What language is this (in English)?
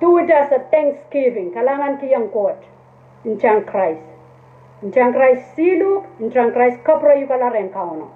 Pohnpeian